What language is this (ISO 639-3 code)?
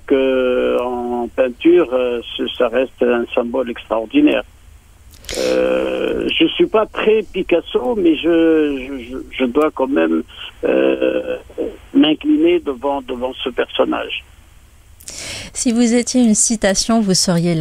fra